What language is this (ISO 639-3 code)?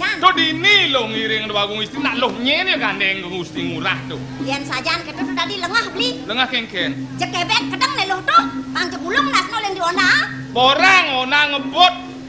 ban